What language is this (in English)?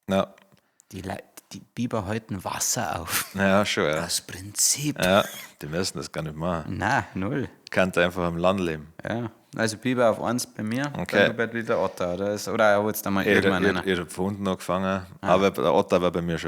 Bavarian